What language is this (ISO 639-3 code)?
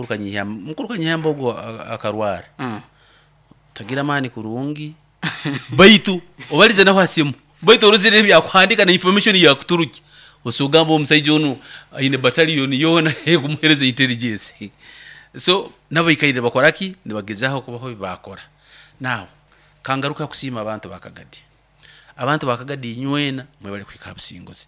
nyo